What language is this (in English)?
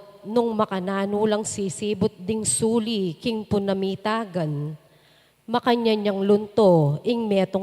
Pampanga